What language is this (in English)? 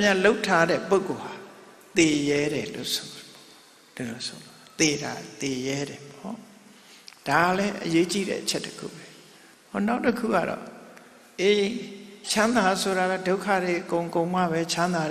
Burmese